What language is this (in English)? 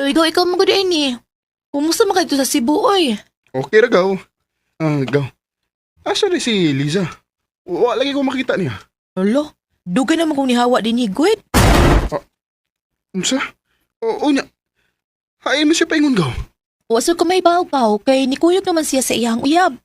Cebuano